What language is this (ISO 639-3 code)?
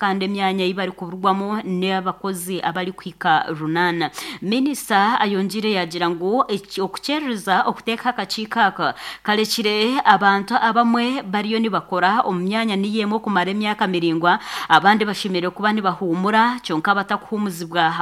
nyn